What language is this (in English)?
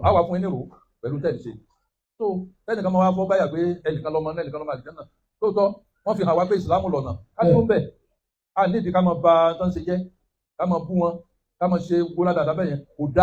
Yoruba